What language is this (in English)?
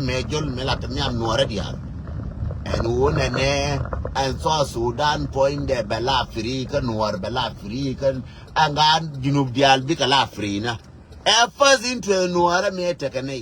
Nuer